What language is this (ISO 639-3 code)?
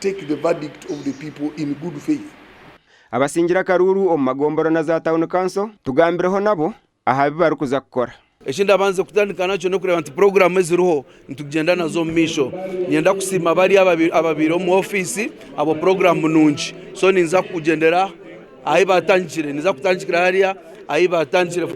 nyn